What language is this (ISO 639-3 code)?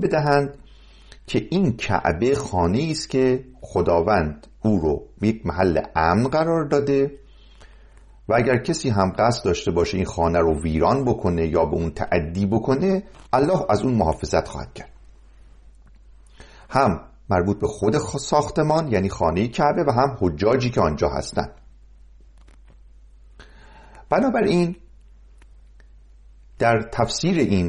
fas